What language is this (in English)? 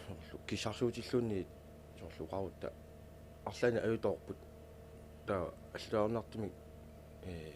Kalaallisut